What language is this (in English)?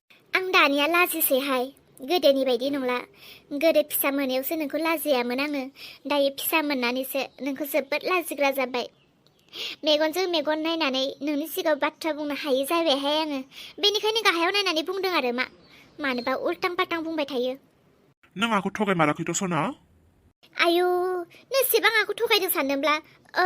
Bodo